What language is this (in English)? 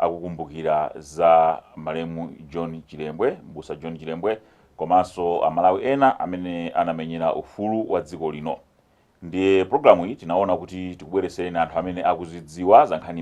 Nyanja